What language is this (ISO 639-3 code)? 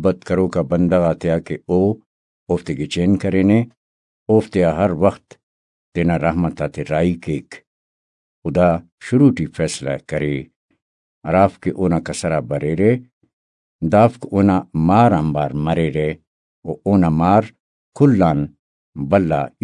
brh